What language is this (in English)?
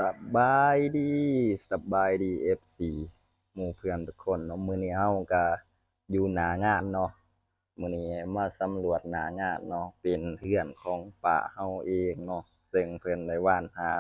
Lao